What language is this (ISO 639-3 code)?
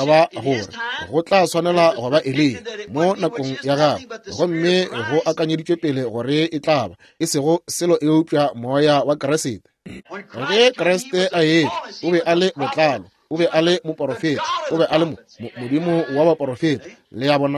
nso